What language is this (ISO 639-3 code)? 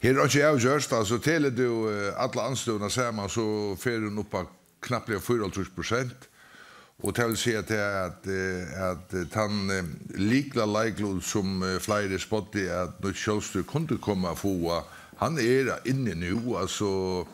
fao